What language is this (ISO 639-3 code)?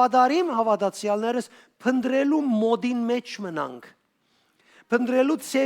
hyw